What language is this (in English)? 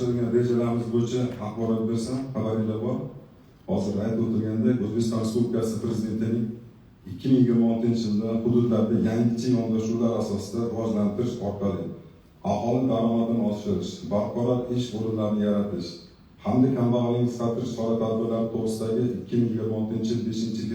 Uzbek